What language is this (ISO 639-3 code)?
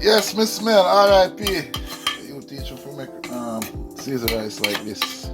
jam